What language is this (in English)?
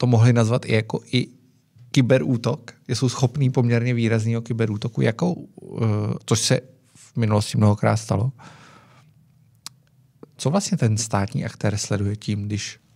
Czech